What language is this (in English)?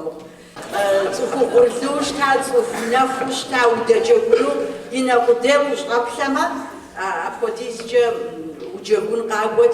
Kabardian